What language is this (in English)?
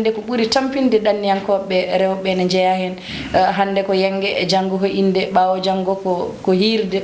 Fula